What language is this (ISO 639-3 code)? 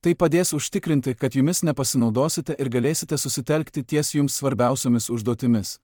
lit